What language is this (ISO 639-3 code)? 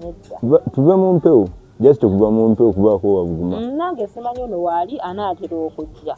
lug